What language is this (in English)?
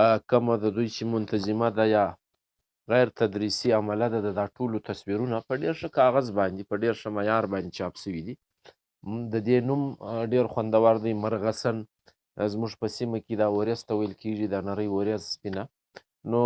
Pashto